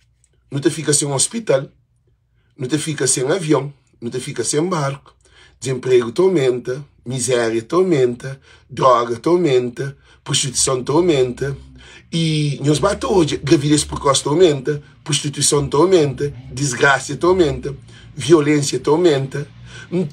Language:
Kabuverdianu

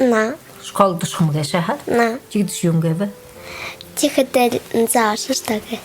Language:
Buriat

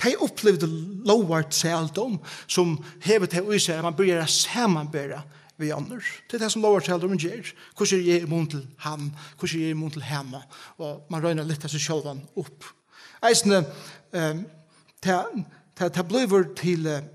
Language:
Faroese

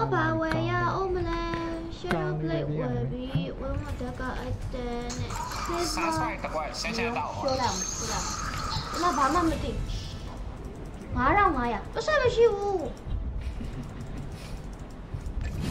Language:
Burmese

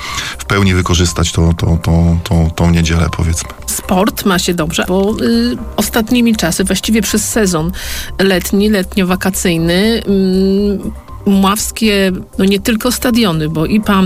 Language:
Polish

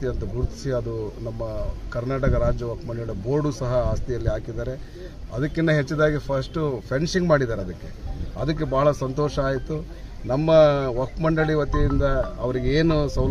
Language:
Kannada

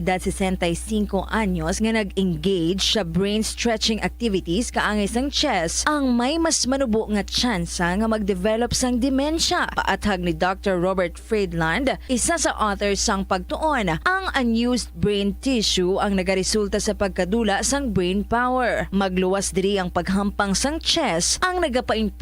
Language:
Hiligaynon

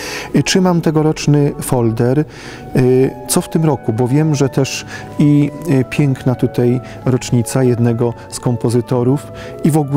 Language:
Polish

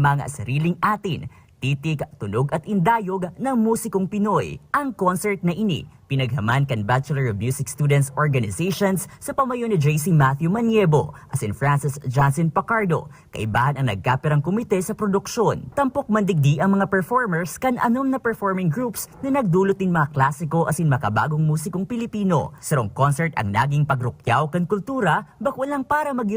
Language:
Bikol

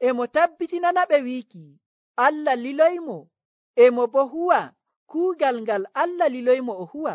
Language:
Nigerian Fulfulde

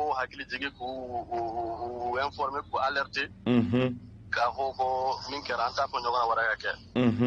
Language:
Bambara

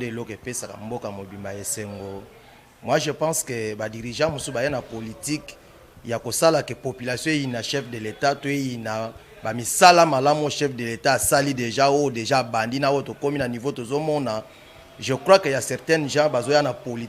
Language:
Lingala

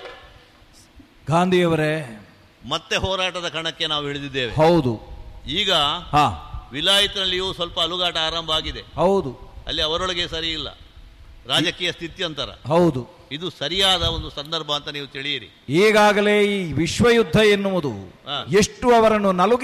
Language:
Kannada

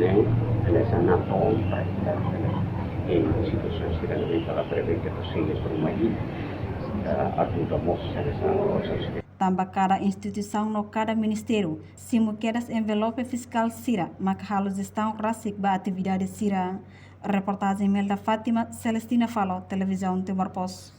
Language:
Tetum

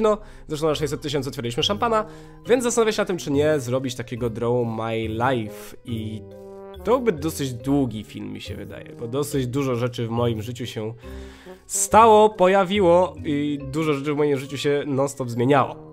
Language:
Polish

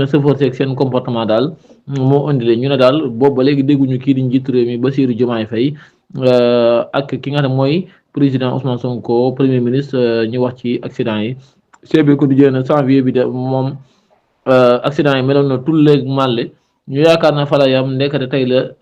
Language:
Wolof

